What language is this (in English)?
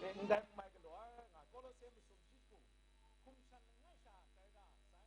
Kachin